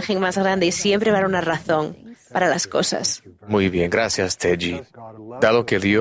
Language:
Spanish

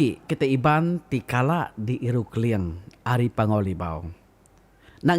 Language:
Iban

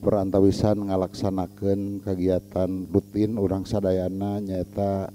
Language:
Sundanese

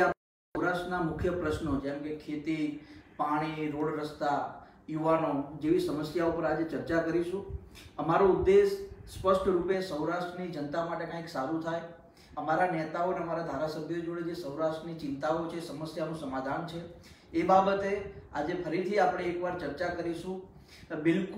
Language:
Gujarati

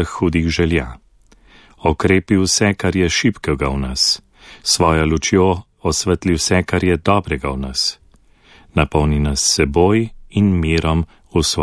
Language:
Slovenian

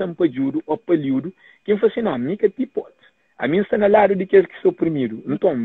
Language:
Kabuverdianu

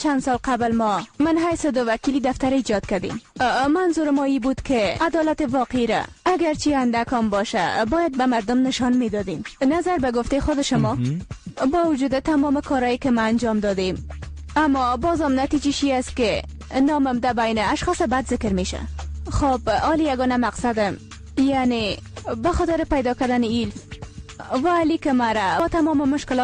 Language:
Persian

